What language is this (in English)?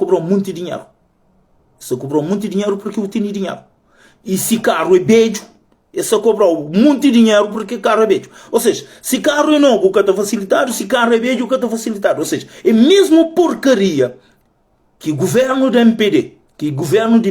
Kabuverdianu